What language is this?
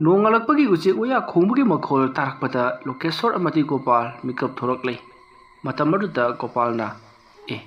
Manipuri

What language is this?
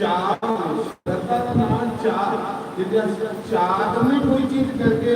Dogri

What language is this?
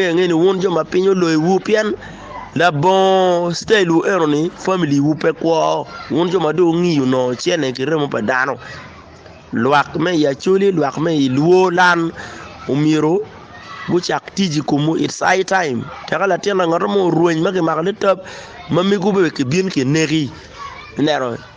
Acoli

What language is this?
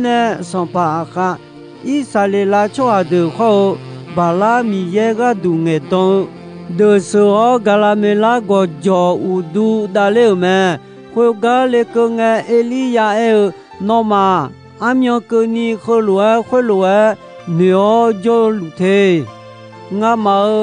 Akha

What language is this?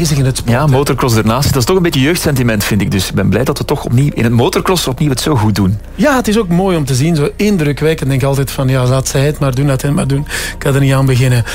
Dutch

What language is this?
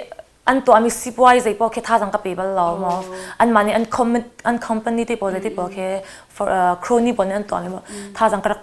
Hakha Chin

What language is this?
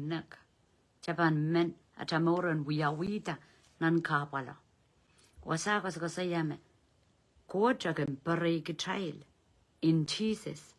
Pohnpeian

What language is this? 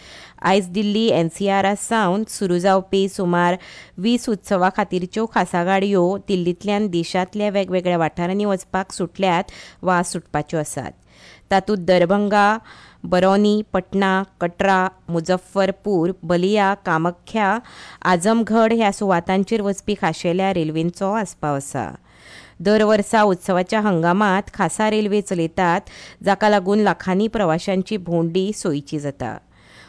Konkani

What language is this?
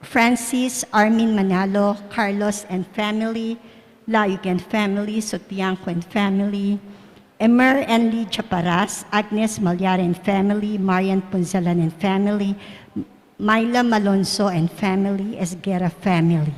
Pampanga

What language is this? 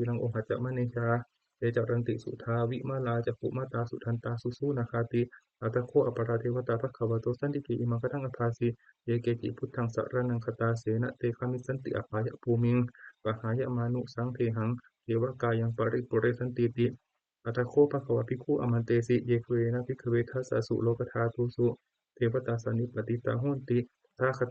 Pali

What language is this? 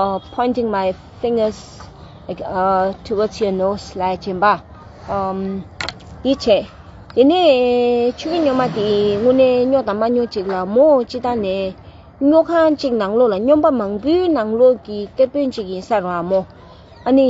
Tibetan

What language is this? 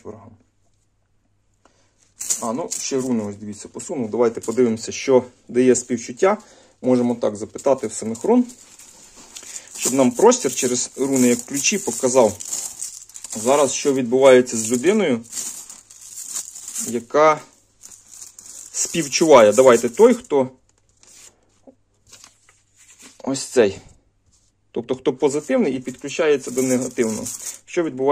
Ukrainian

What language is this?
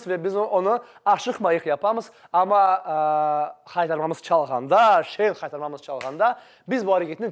Crimean Tatar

